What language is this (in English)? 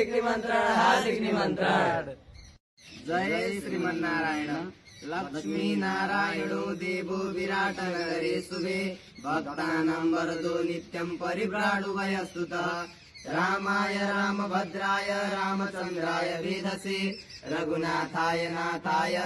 Nepali